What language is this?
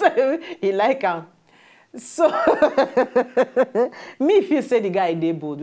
Nigerian Pidgin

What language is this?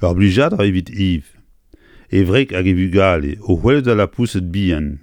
Breton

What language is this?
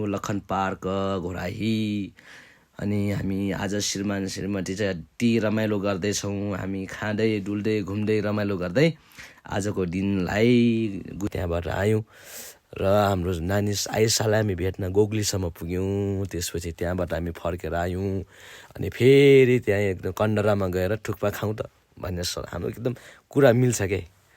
Nepali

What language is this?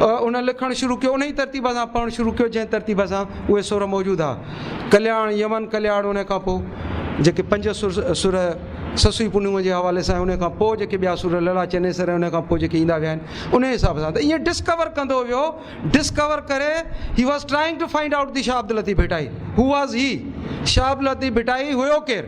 Sindhi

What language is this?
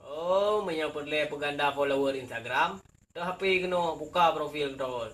Achinese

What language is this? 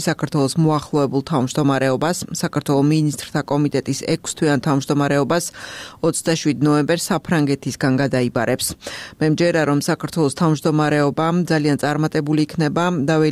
Georgian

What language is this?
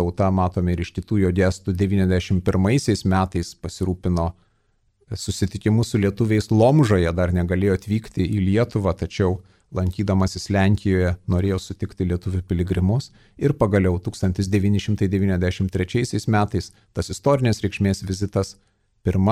Lithuanian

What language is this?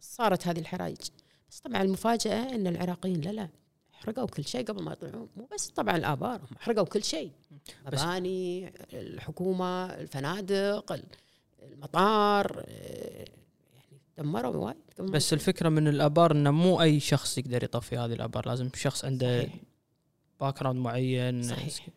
Gulf Arabic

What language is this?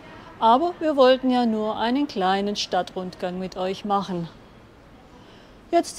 German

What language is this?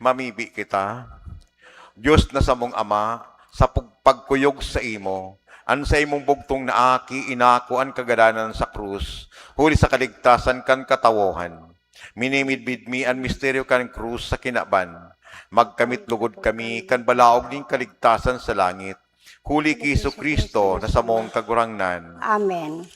Bikol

